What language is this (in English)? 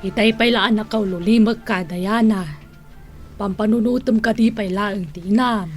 Iloko